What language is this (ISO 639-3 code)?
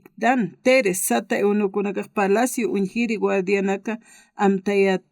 aym